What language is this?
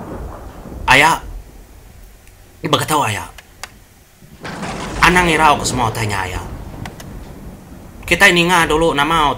Iban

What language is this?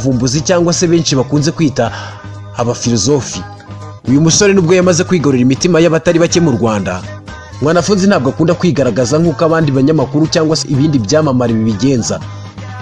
Kinyarwanda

